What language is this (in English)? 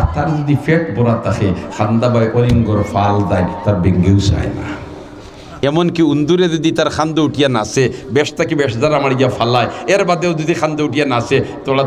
Sylheti